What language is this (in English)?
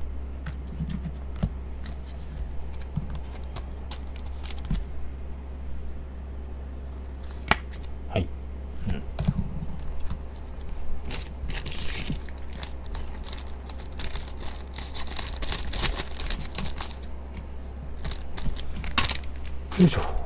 Japanese